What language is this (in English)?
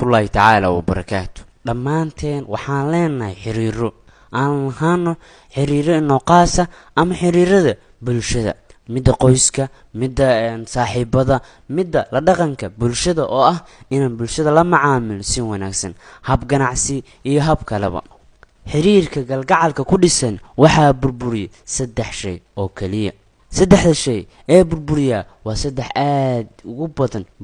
Somali